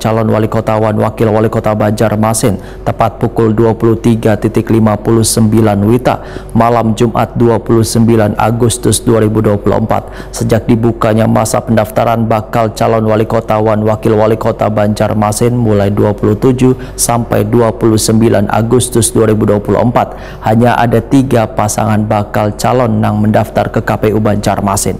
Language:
Banjar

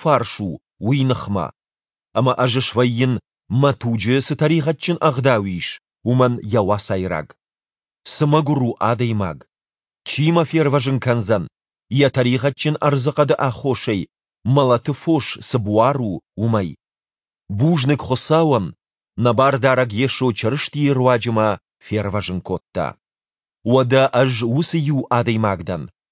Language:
Ossetic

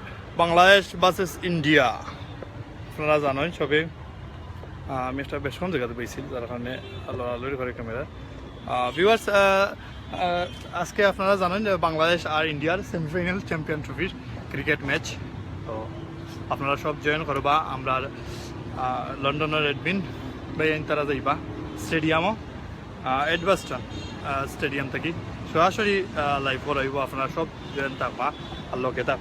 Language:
Sylheti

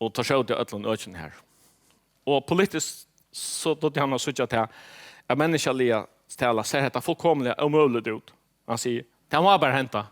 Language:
Faroese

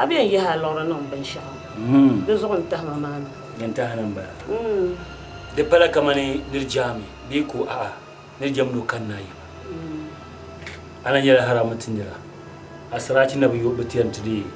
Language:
Dagbani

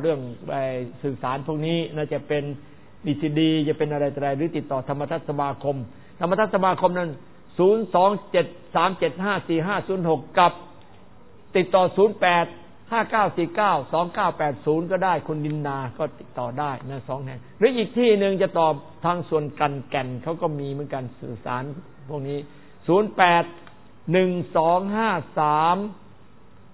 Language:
Thai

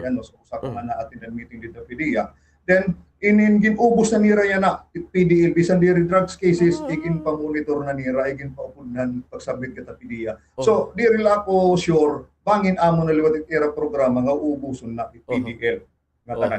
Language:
Waray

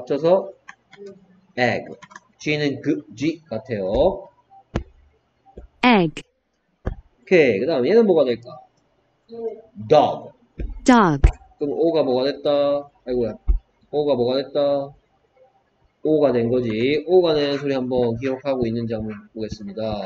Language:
Korean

